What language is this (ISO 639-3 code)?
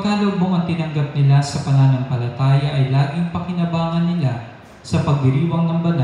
fil